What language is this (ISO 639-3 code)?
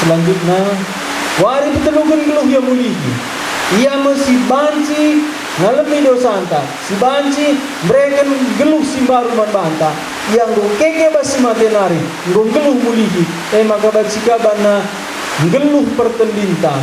btx